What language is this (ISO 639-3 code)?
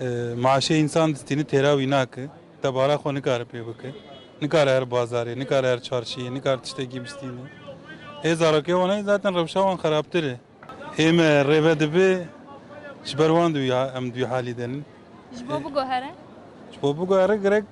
kur